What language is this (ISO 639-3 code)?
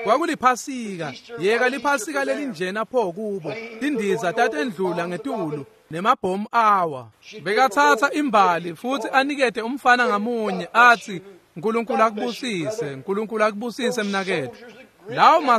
ssw